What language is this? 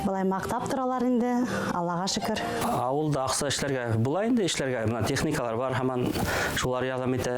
Bashkir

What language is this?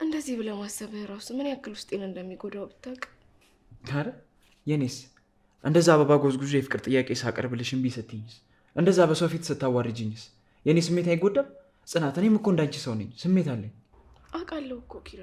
Amharic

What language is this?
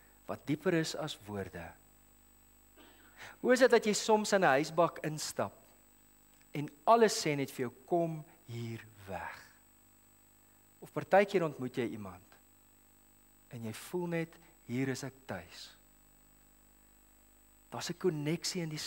Afrikaans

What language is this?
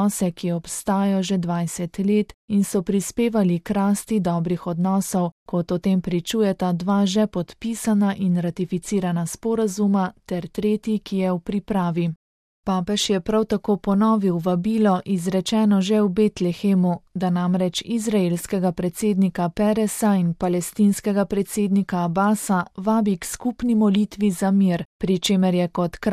Slovenian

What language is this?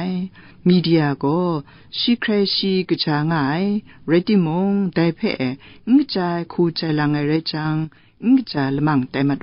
Kachin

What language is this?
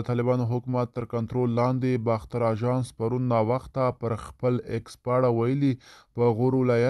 Pashto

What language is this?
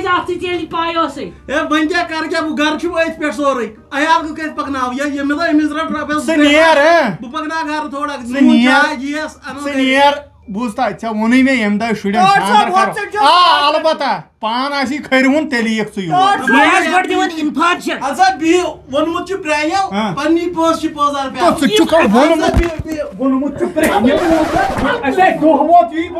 Kashmiri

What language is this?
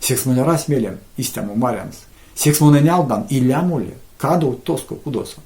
Erzya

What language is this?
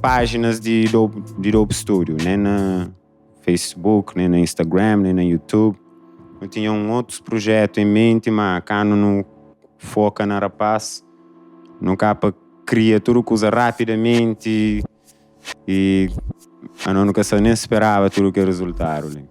Kabuverdianu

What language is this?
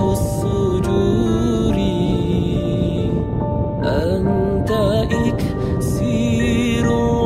Malay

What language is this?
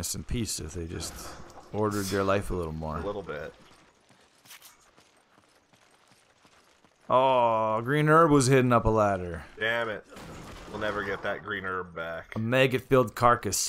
English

